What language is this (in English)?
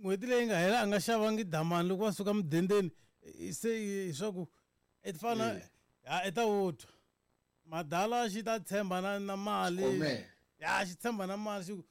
Tsonga